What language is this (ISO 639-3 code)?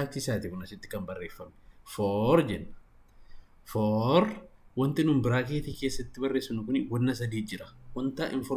orm